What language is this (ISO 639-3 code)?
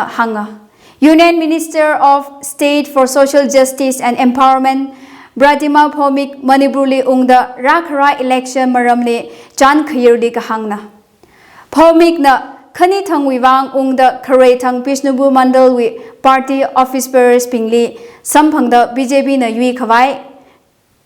nmf